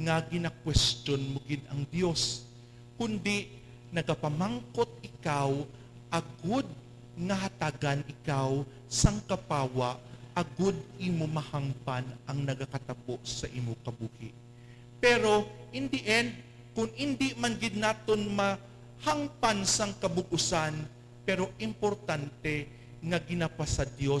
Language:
Hiligaynon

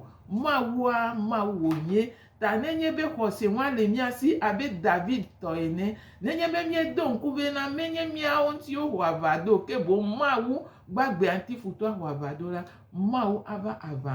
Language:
Gen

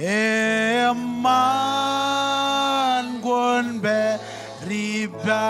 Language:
Marshallese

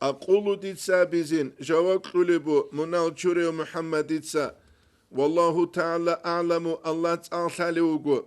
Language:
Avaric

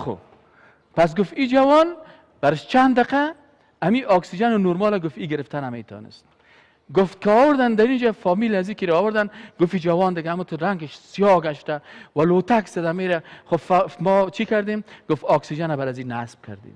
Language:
Persian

